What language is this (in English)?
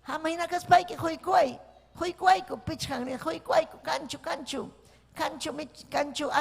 Ayacucho Quechua